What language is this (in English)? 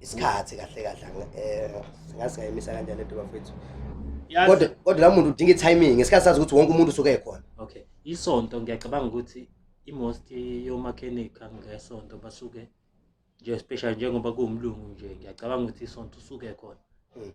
Zulu